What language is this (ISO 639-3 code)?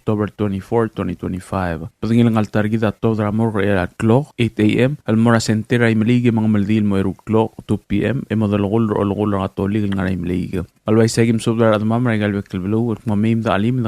pau